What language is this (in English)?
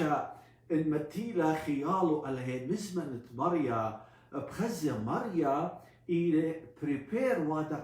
Assyrian Neo-Aramaic